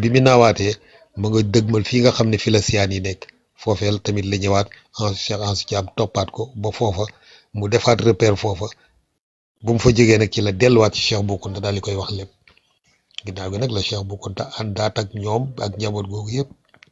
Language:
Wolof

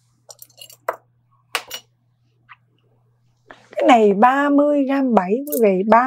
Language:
Vietnamese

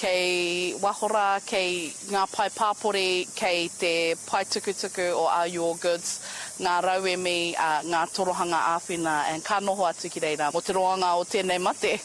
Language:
Māori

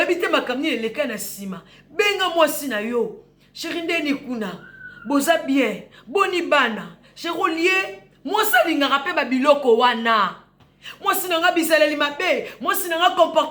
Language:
Lingala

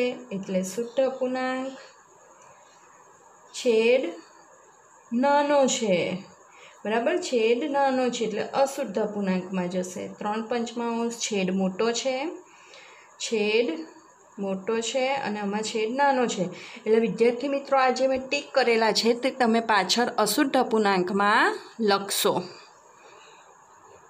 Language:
Gujarati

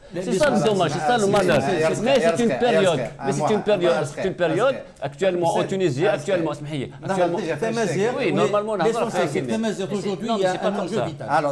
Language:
French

